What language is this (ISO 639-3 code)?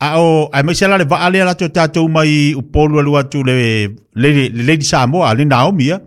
smo